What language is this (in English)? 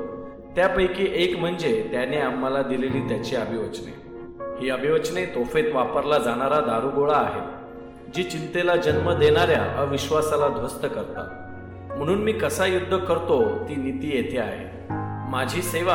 Marathi